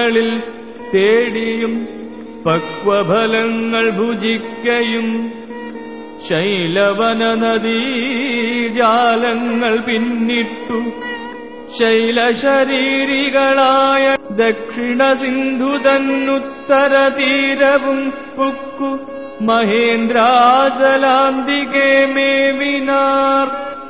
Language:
Malayalam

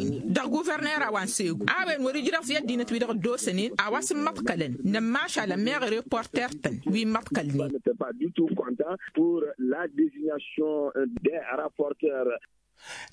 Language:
Tamasheq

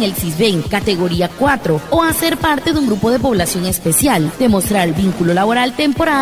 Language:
Wayuu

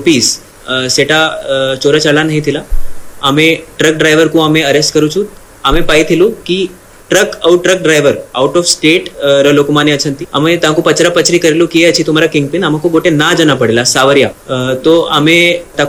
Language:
Odia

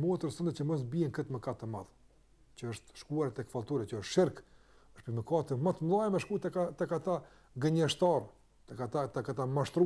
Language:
Albanian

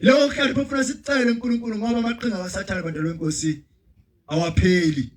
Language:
Zulu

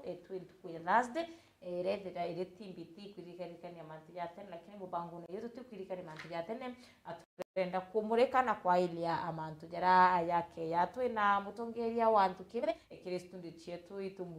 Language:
Meru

